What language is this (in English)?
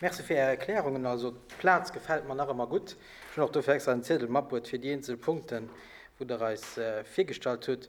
Luxembourgish